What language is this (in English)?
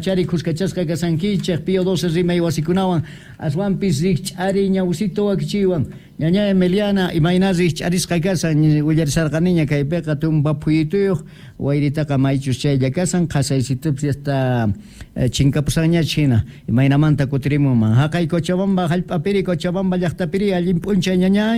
South Bolivian Quechua